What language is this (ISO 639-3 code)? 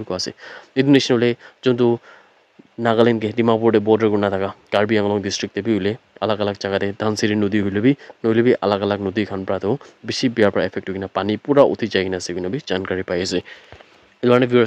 nag